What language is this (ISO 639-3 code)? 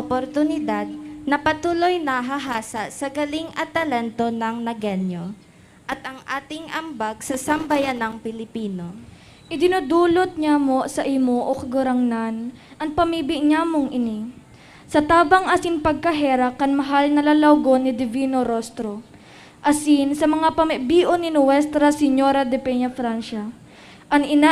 bik